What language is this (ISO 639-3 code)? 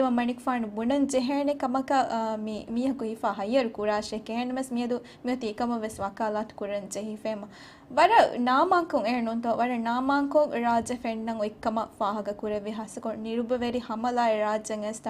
div